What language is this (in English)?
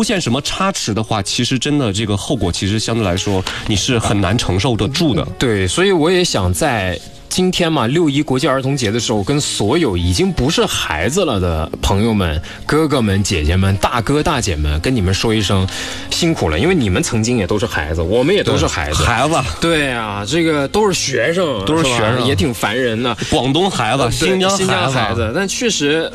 Chinese